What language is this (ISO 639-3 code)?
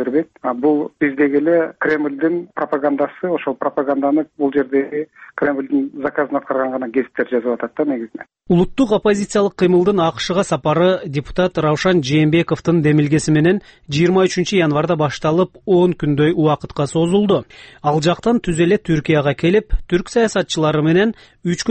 kir